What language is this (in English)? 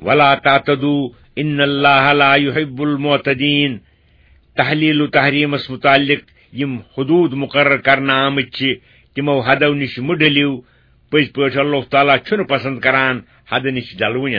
Kashmiri